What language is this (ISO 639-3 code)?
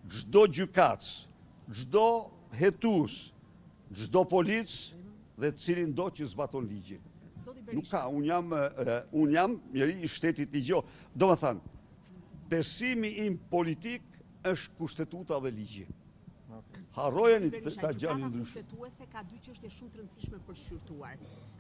sqi